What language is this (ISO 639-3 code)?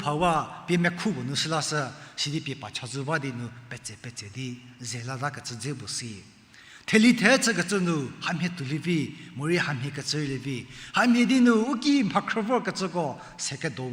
njm